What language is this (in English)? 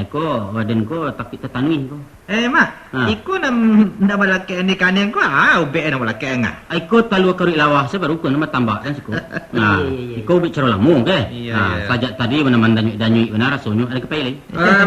Minangkabau